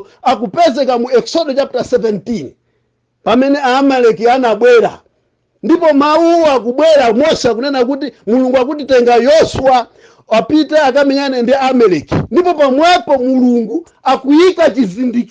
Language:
Nyanja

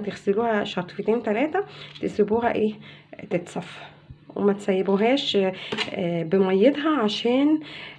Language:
Egyptian Arabic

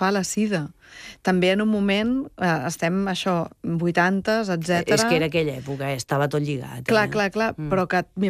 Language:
Catalan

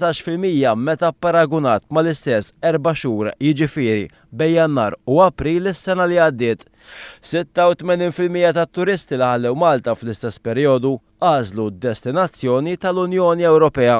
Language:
Maltese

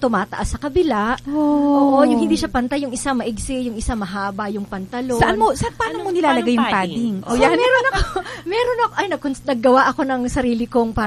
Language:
Filipino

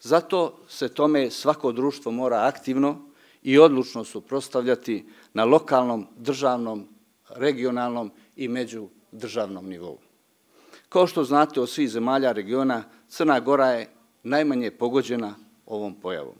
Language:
Serbian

